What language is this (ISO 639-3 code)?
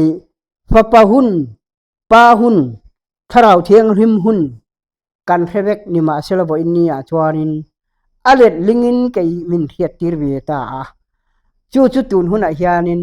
lus